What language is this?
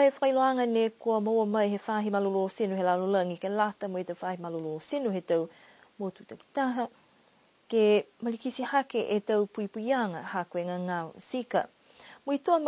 Niuean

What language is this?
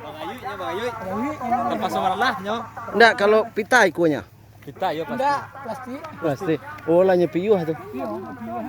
Minangkabau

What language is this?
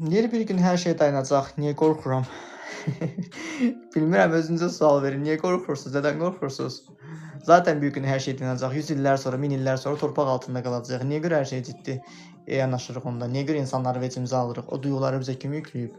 Azerbaijani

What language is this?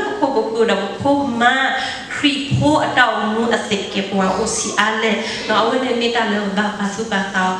S'gaw Karen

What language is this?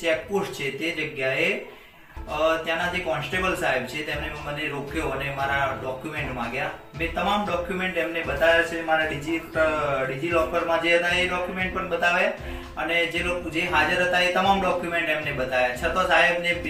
Gujarati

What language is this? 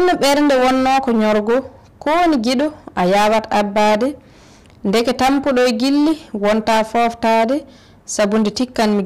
Fula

